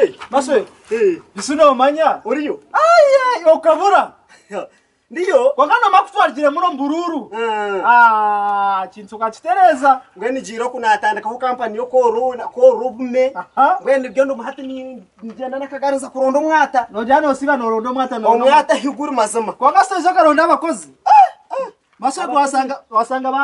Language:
Nyankole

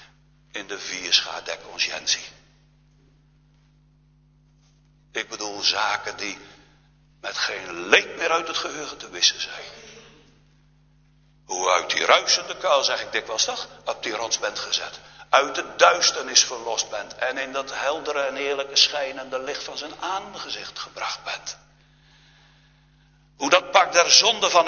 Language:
Dutch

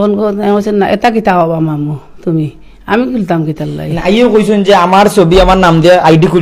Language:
Sylheti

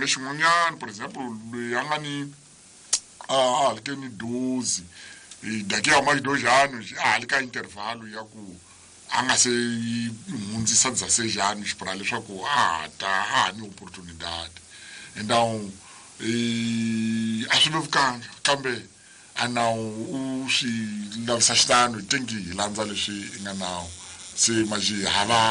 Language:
Tsonga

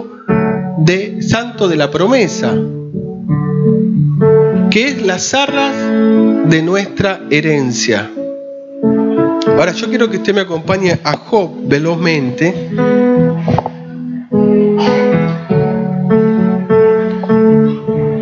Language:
Spanish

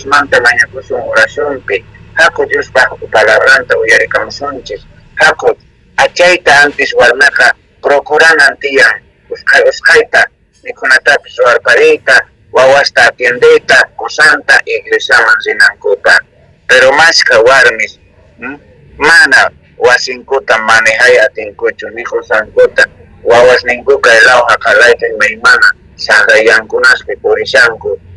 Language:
South Bolivian Quechua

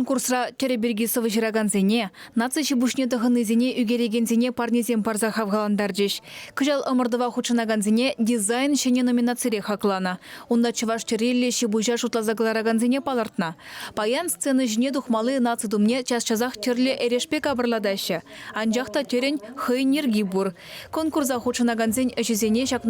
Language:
Chuvash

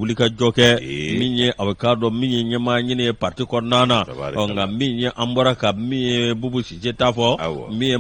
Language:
Bambara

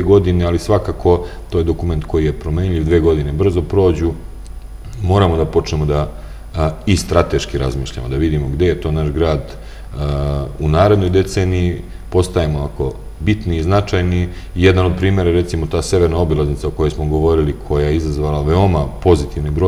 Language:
Serbian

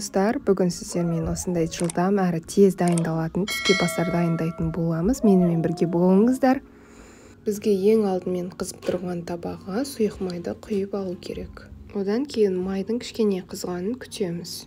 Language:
Kazakh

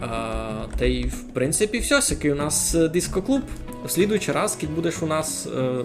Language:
Rusyn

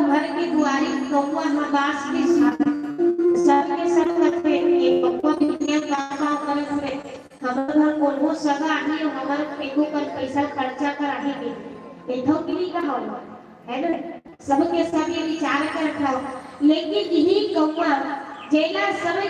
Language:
Chhattisgarhi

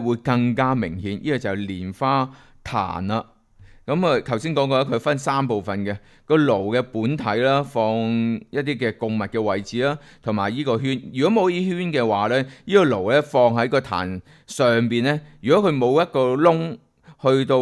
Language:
Cantonese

